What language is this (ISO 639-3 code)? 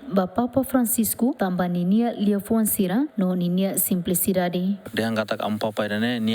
tet